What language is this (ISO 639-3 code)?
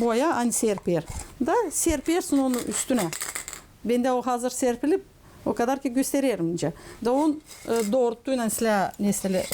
gag